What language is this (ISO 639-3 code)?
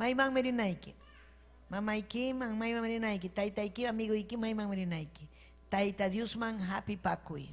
quy